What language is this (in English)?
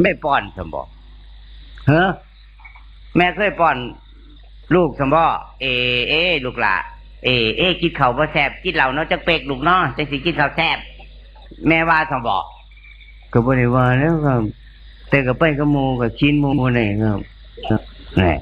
Northeastern Thai